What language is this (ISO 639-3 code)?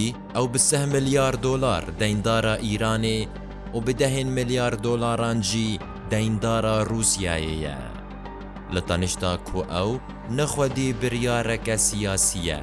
kur